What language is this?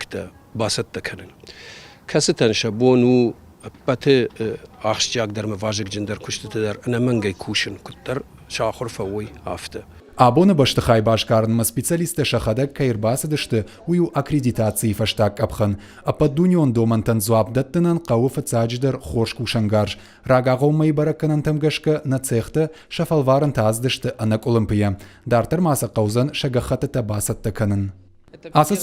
Ossetic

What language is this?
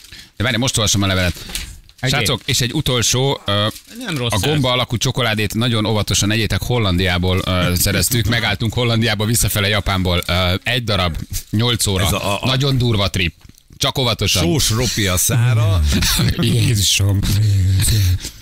Hungarian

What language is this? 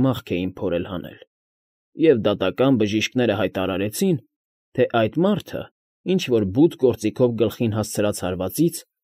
Armenian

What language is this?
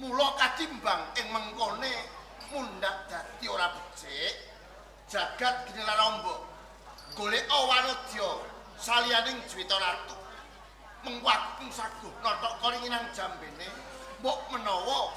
Javanese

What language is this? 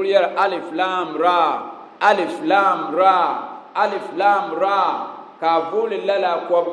Dagbani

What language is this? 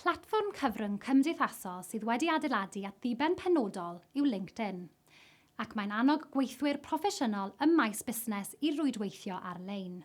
Welsh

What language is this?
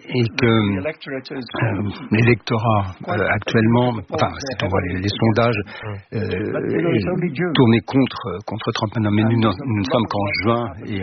French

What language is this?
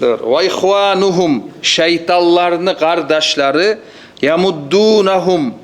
Kumyk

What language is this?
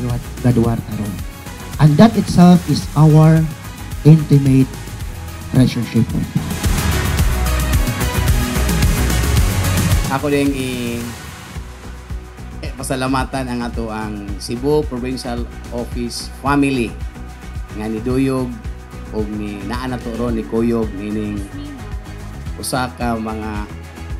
Cebuano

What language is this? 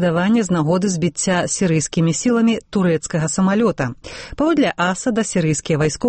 Belarusian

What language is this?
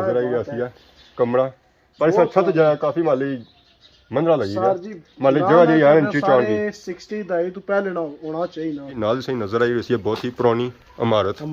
Pahari-Potwari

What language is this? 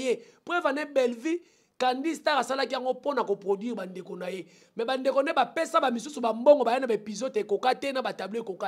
Lingala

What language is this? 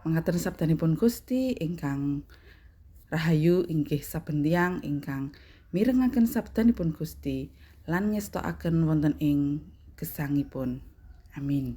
Javanese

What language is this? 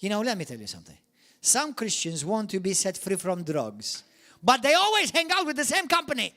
English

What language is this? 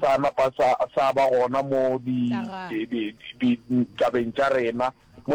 Northern Sotho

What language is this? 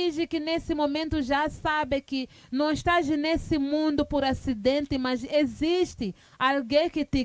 Kinyarwanda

